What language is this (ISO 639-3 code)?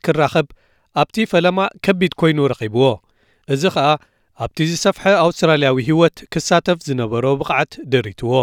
tir